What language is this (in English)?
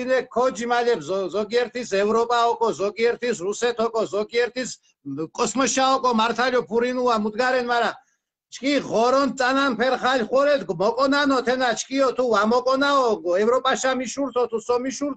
Mingrelian